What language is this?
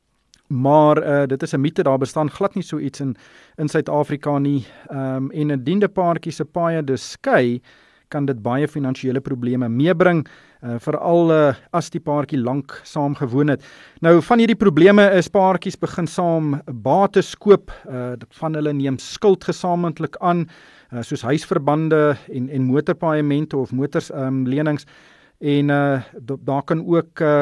Afrikaans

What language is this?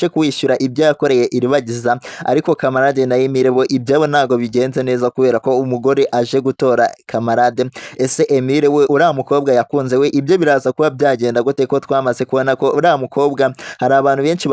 Kinyarwanda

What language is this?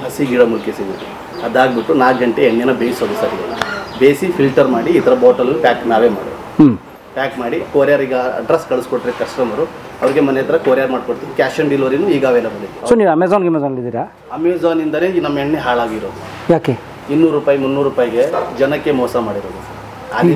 Kannada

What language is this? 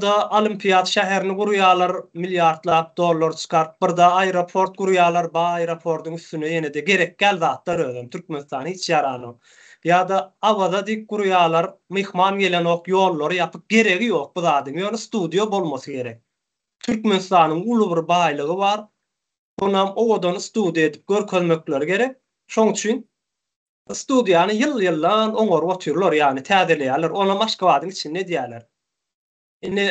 Turkmen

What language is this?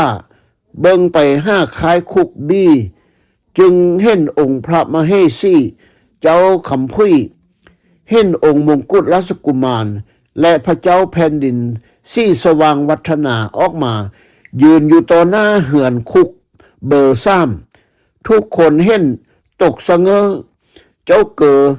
Lao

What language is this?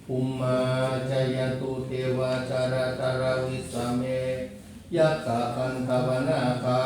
Pali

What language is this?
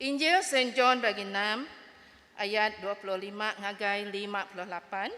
Iban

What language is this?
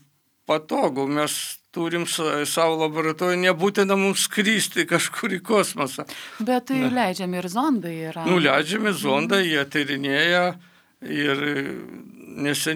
Lithuanian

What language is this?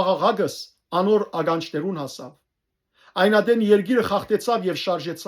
Western Armenian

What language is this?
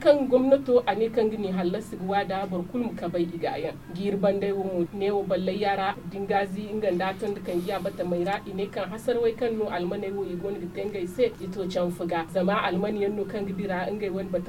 Zarma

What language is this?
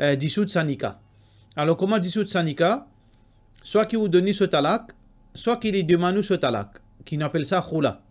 Morisyen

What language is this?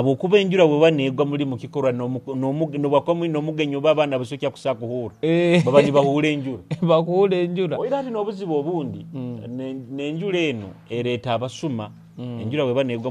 Nyoro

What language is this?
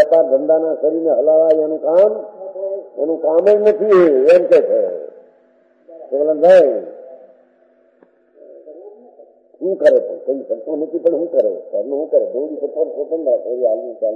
Gujarati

